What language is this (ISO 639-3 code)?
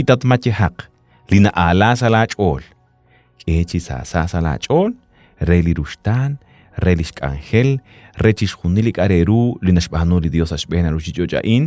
kek